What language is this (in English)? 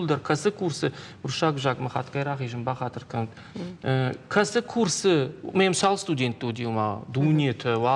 Ossetic